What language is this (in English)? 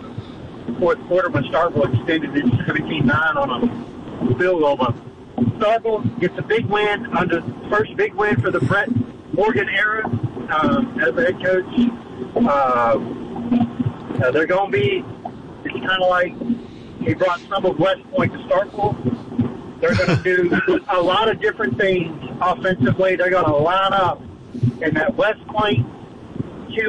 English